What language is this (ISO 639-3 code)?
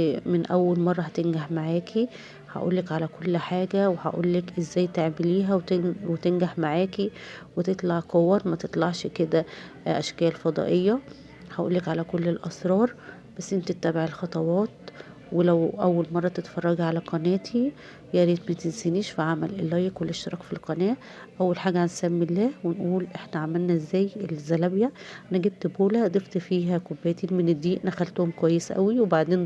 arz